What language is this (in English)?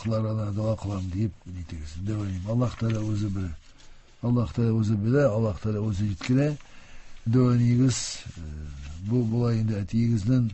Tatar